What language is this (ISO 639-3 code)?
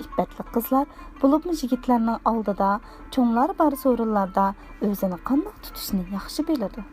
uig